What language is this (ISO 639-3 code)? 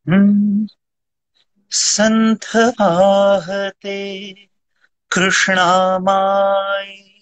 mar